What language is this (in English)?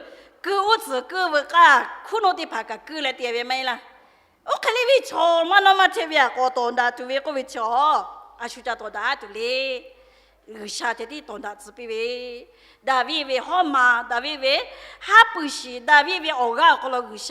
Lahu